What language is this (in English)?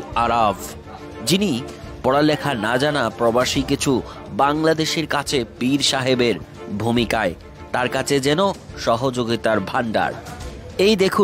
Bangla